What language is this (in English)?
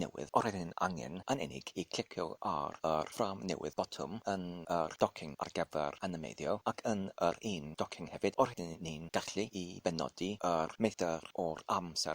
Welsh